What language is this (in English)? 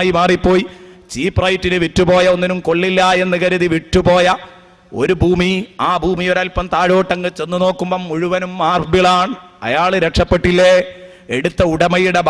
Malayalam